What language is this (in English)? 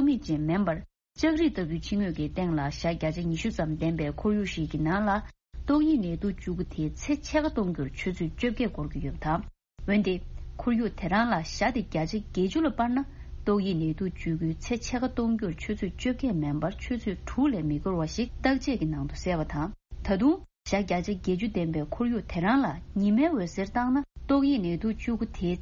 Tibetan